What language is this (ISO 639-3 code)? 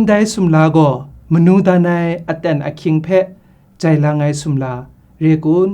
kac